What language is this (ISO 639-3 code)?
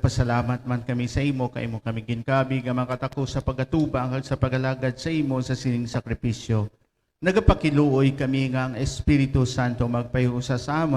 hil